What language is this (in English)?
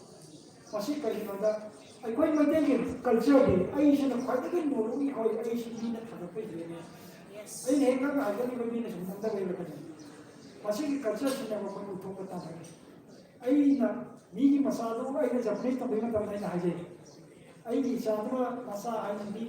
Manipuri